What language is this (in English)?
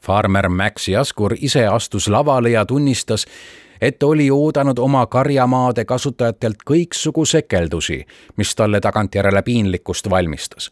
Estonian